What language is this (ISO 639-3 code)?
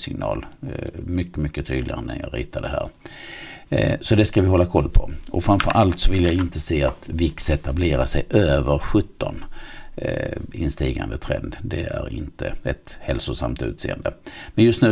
swe